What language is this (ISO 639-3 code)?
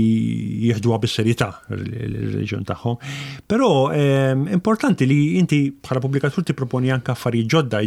mlt